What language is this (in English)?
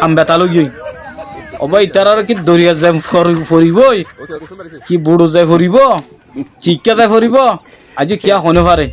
Rohingya